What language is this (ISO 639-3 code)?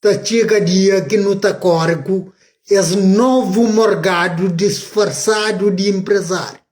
kea